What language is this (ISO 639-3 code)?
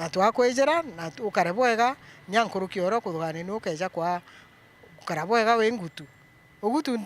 mer